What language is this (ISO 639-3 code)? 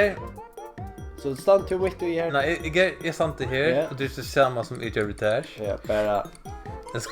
fao